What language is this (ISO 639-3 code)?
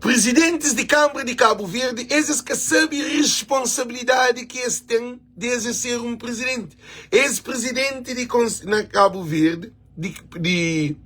kea